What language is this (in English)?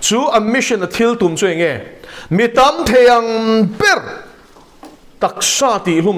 Mizo